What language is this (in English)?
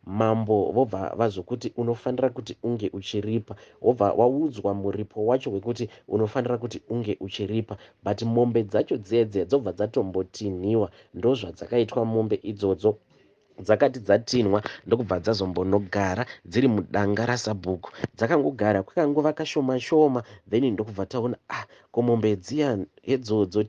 Shona